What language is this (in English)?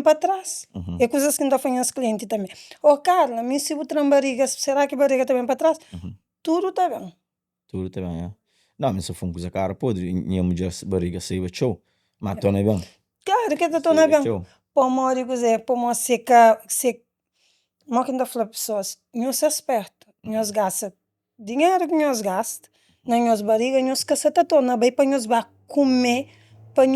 Kabuverdianu